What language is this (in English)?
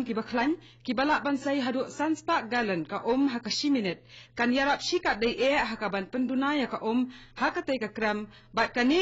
Khasi